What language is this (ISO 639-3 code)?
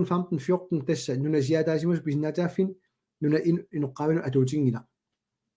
kal